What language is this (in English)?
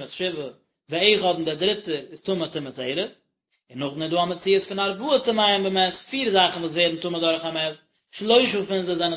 Yiddish